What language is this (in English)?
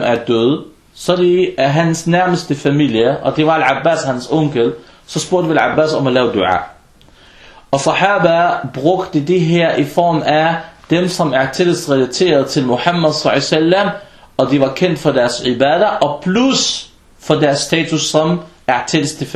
Danish